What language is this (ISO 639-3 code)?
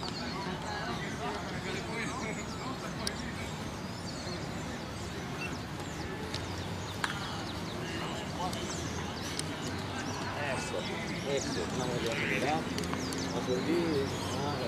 spa